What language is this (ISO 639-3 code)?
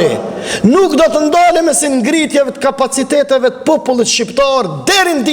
sqi